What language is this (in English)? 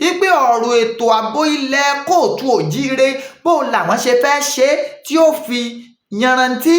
Yoruba